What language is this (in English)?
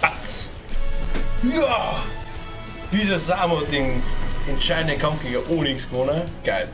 Bavarian